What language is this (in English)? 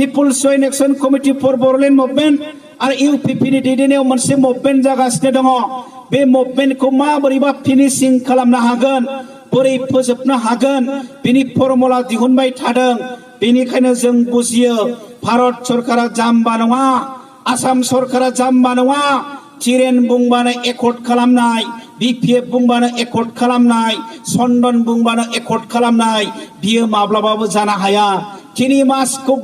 Bodo